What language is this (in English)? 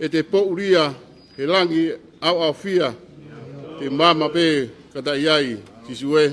Tongan